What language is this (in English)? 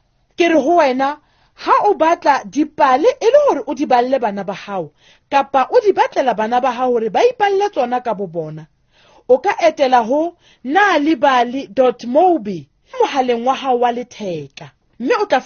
Southern Sotho